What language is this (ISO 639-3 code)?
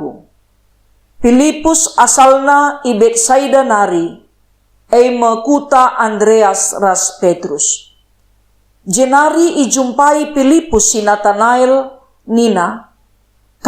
btx